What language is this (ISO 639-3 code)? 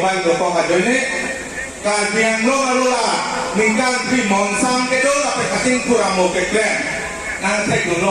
mjw